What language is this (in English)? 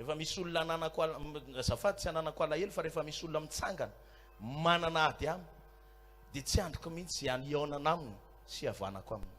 Malagasy